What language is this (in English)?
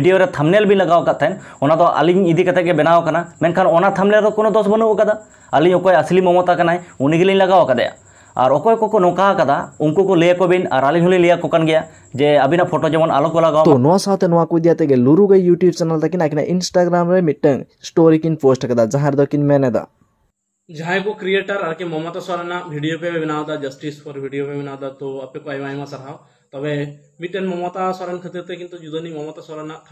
Santali